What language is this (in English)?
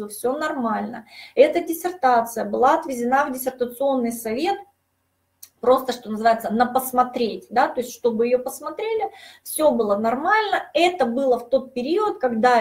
Russian